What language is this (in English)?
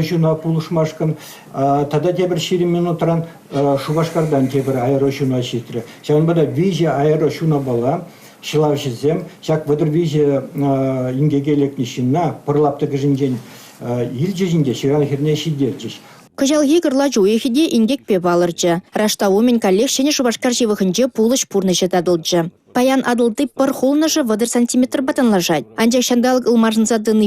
Chuvash